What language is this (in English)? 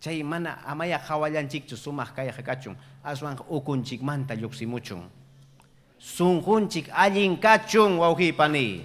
Ayacucho Quechua